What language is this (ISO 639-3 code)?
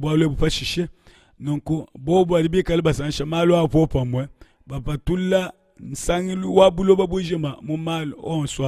lua